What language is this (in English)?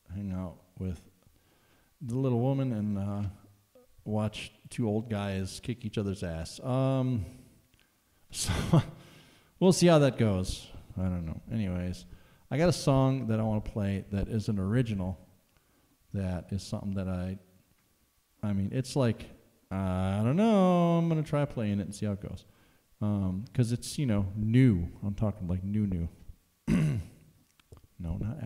English